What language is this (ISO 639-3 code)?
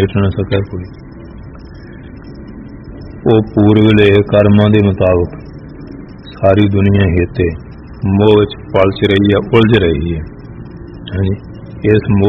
pan